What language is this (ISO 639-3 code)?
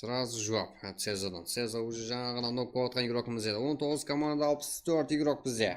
kaa